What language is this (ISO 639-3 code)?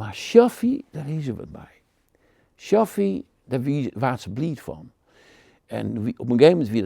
fry